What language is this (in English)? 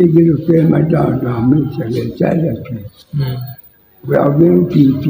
Acoli